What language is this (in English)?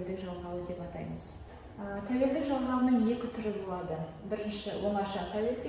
Kazakh